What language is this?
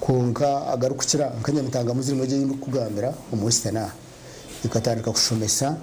Nyankole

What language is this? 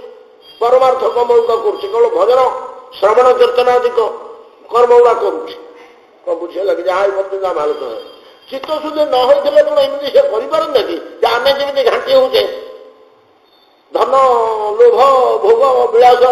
Odia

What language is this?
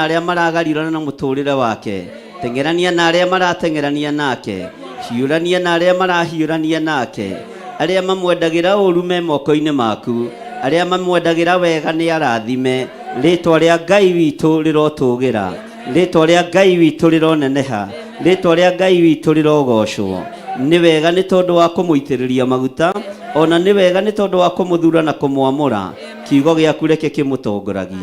Kikuyu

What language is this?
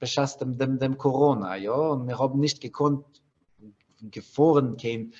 Yiddish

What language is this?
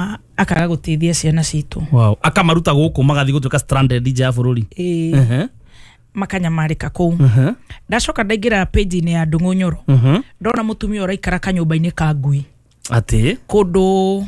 Kikuyu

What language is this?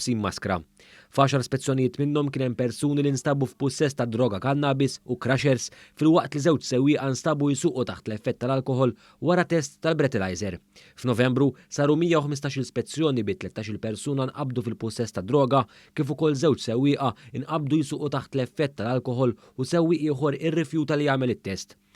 Maltese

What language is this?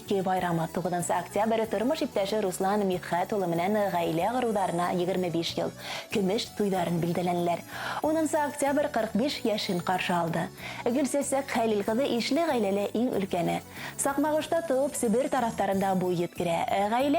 Bashkir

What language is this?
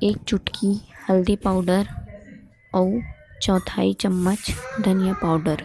Chhattisgarhi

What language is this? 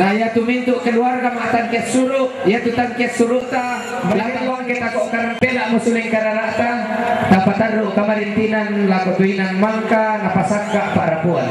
Toraja-Sa'dan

